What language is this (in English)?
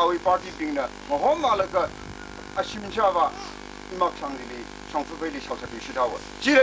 Tangkhul Naga (India)